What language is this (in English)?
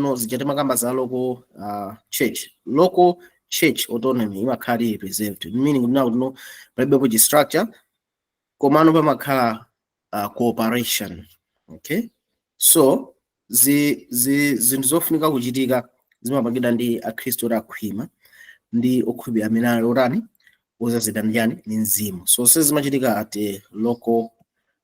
Nyanja